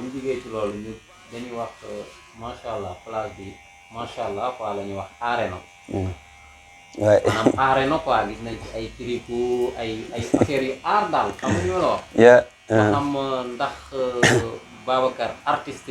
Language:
Wolof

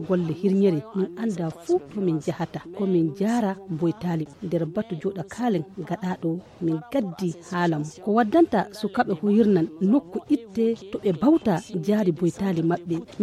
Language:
Fula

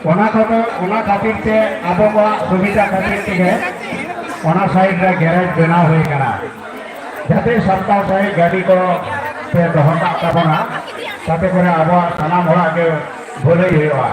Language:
Santali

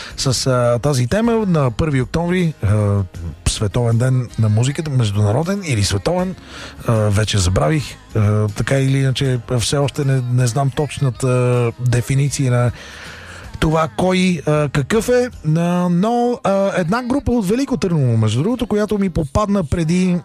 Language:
Bulgarian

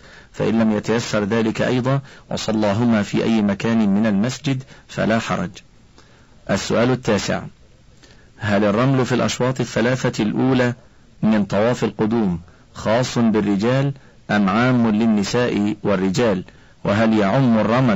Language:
Arabic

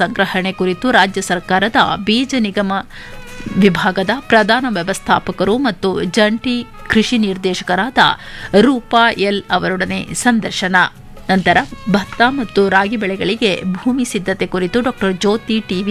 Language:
Kannada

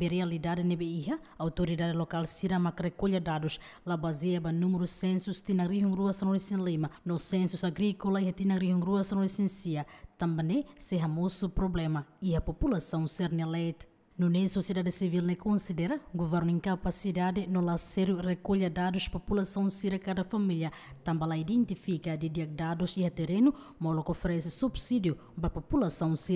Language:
Tetum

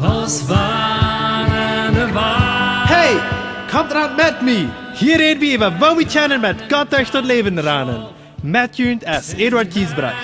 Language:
Plautdietsch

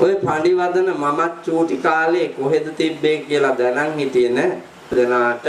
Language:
Sinhala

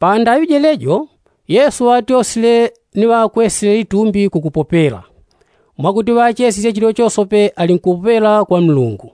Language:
Yao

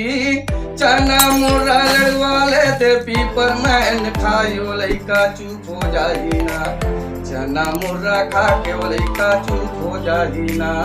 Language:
Chhattisgarhi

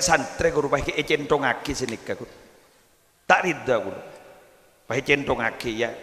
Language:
Madurese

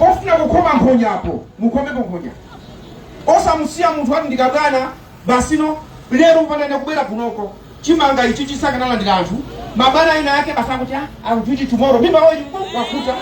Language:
Nyanja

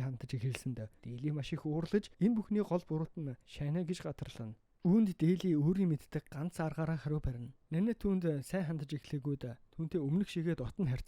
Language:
Mongolian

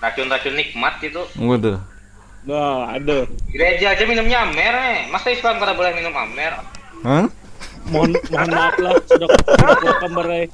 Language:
Banjar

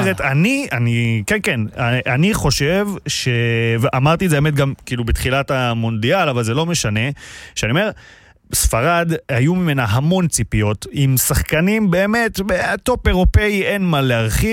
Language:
Hebrew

